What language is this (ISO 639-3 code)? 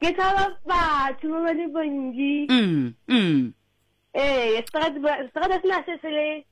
sot